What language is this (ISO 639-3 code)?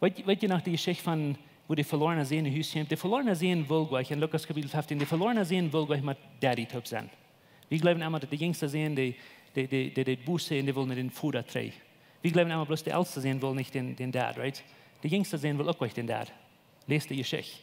pdt